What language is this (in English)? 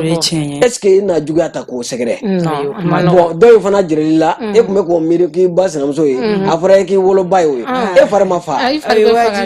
Bambara